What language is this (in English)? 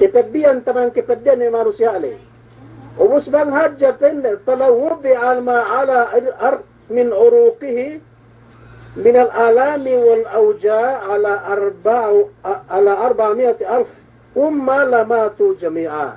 Yakan